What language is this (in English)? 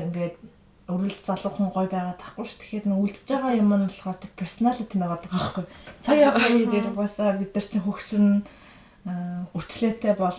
Mongolian